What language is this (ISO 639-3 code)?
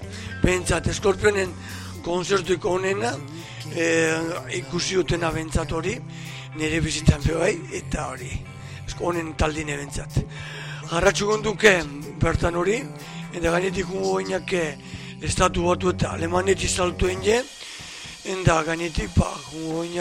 eus